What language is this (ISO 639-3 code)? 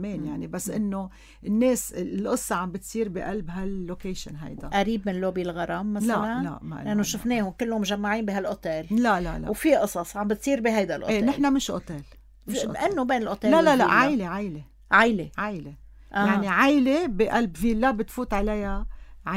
apc